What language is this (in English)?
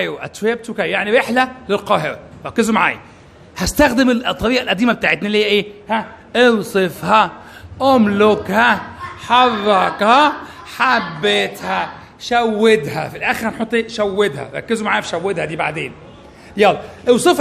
Egyptian Arabic